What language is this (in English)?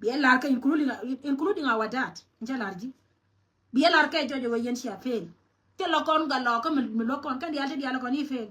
Nuer